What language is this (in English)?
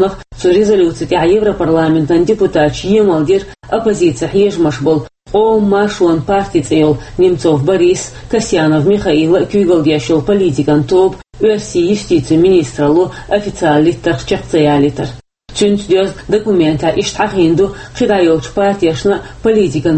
Chechen